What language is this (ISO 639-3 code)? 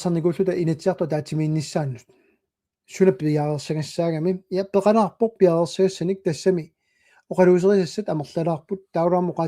kal